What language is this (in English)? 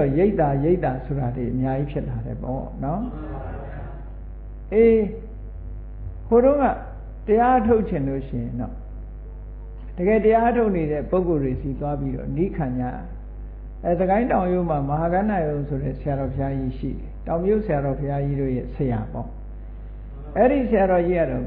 Burmese